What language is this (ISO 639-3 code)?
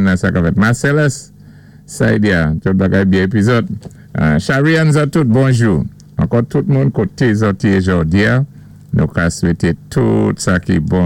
acf